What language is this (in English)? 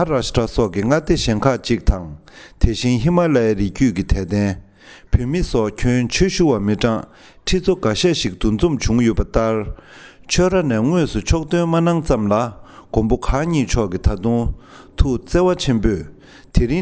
Tibetan